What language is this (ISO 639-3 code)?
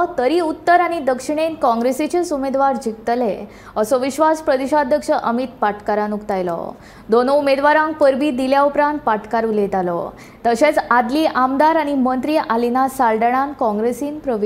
kok